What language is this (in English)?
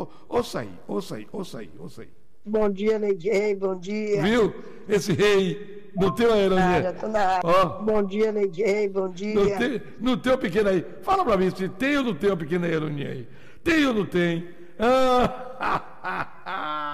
Portuguese